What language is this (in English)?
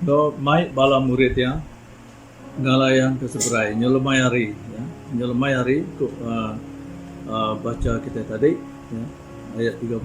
Iban